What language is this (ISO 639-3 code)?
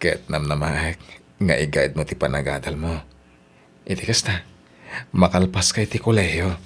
ilo